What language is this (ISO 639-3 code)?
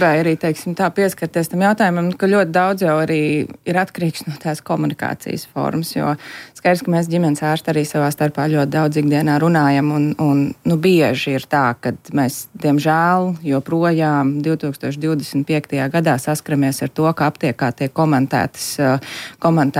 lav